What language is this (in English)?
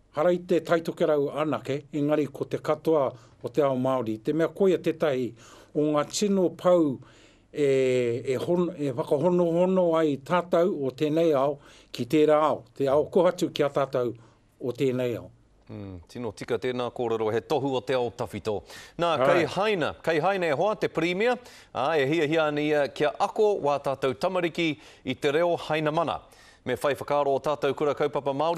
Māori